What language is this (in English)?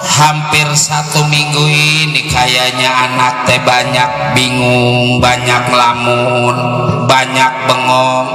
Betawi